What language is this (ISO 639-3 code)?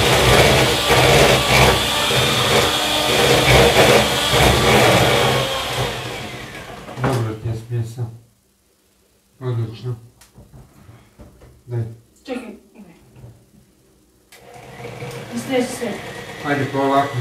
hrv